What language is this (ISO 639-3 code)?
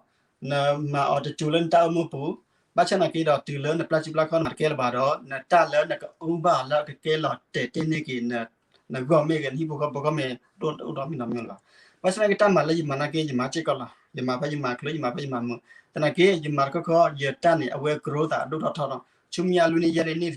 ksw